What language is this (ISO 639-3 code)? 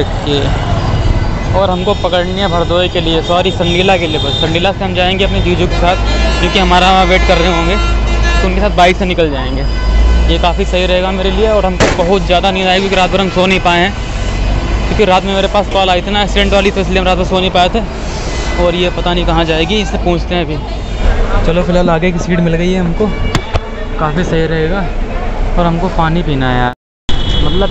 hin